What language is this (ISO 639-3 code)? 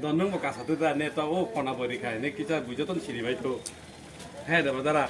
trp